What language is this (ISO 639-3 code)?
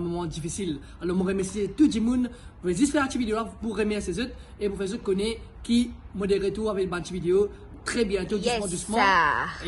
mfe